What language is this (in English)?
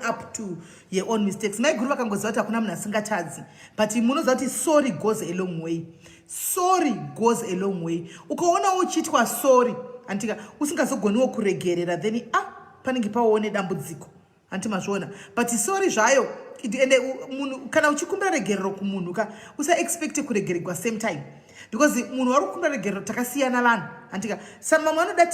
Shona